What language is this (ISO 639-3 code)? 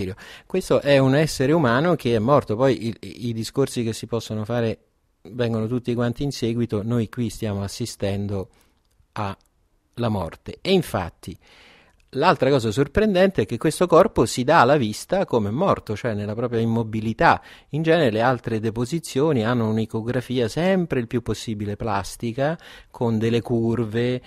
ita